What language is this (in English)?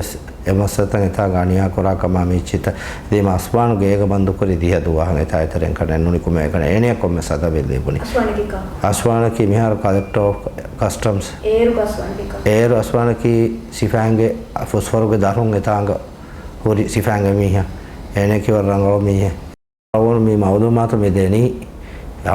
Divehi